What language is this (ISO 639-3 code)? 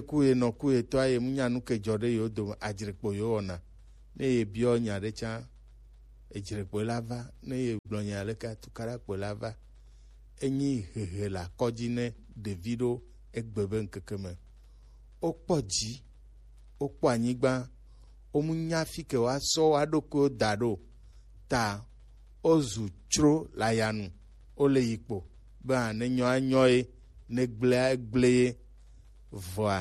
gej